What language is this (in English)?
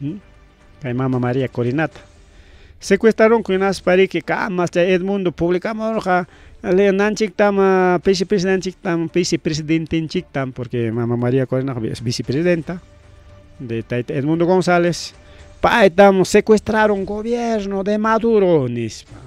Ayacucho Quechua